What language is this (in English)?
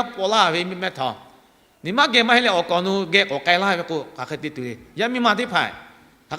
Lahu